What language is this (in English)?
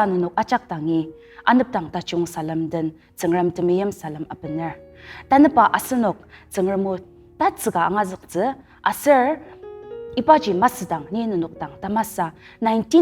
Ao Naga